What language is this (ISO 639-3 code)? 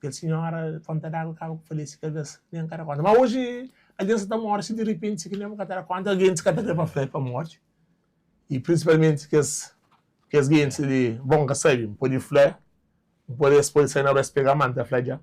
kea